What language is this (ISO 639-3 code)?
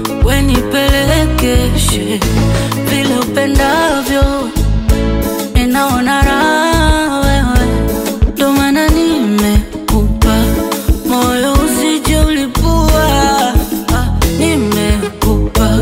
swa